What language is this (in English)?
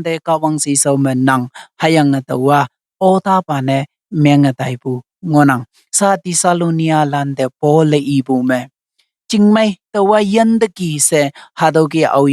Konyak Naga